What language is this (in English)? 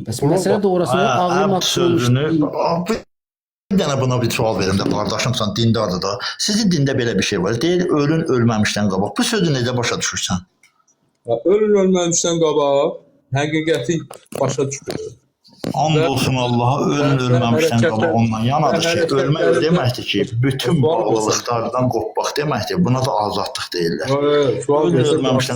Azerbaijani